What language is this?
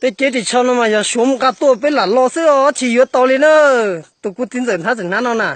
Hmong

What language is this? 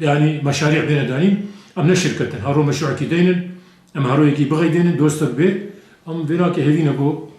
Kurdish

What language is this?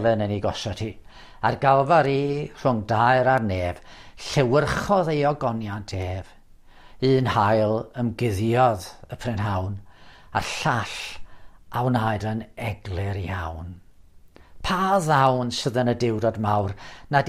Welsh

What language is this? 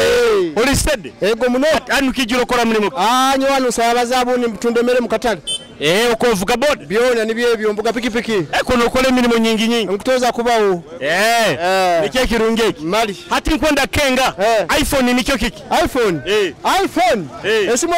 Nyoro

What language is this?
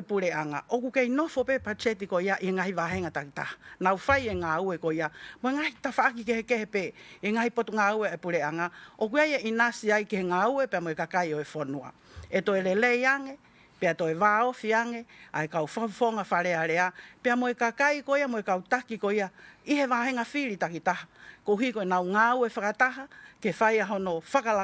Tongan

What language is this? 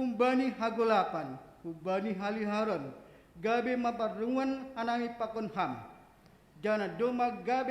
Batak Simalungun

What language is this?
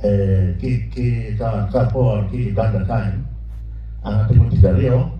Acoli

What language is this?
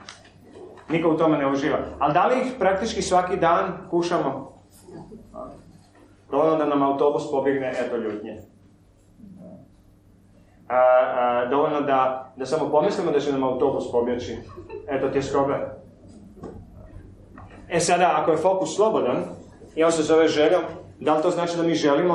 Croatian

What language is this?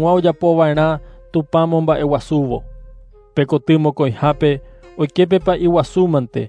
Guarani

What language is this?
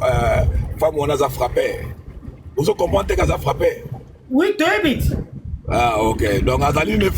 Lingala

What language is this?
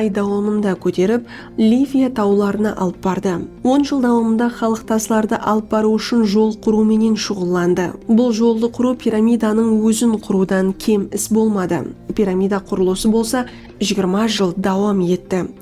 Kara-Kalpak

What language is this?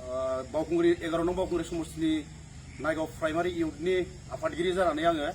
Bodo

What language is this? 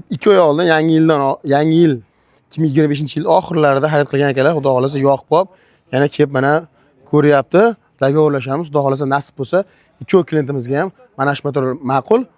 Uzbek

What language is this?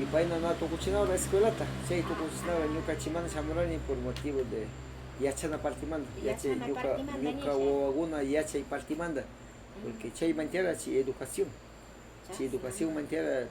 Northern Pastaza Quichua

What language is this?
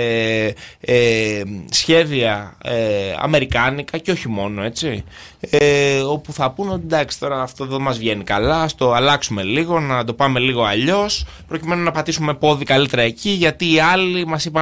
Greek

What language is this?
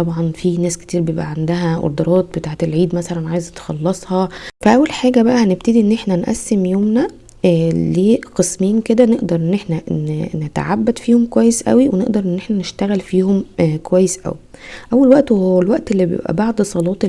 Egyptian Arabic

